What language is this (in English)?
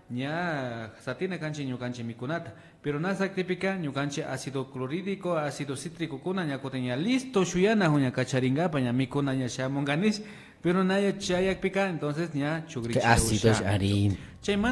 Imbabura Highland Quichua